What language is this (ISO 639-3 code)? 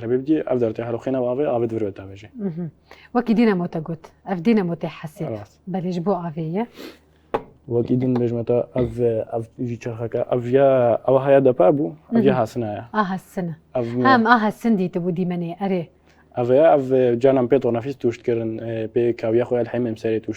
kur